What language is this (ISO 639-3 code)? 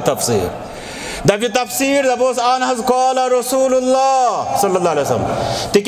kas